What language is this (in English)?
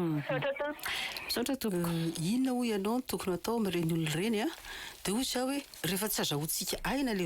Malagasy